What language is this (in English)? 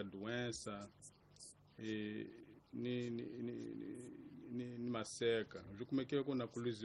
Tsonga